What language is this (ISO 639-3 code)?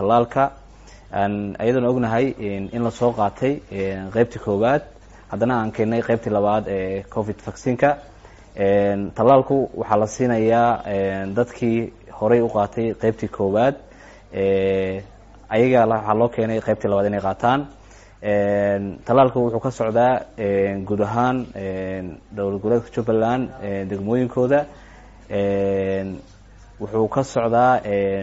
som